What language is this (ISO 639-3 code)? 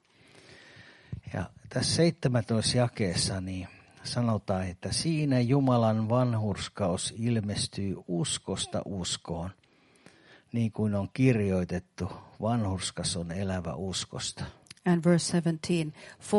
fin